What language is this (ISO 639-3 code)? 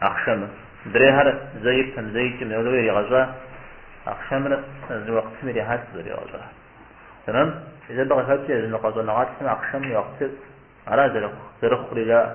kbd